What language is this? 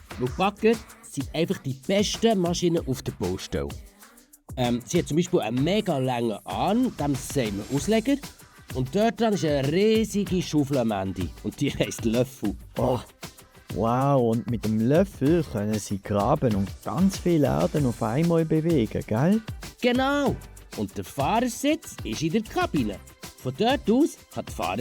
Swiss German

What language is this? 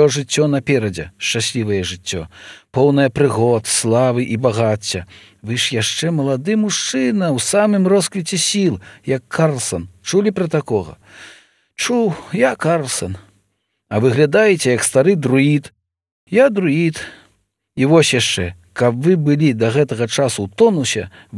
Belarusian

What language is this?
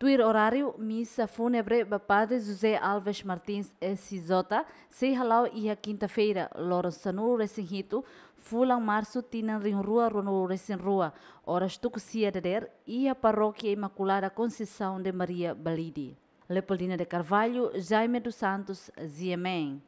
Tetum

